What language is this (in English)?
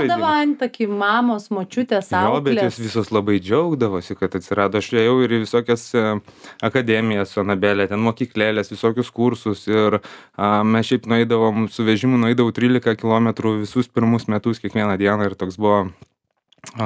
Lithuanian